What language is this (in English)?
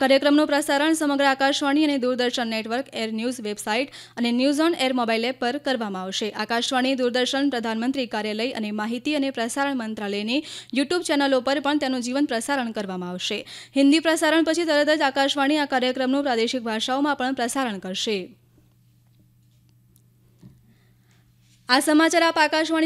Gujarati